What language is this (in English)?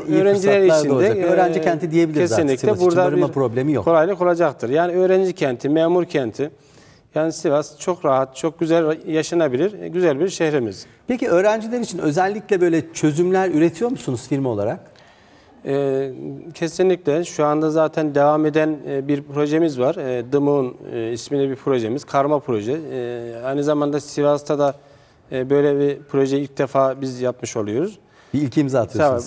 Turkish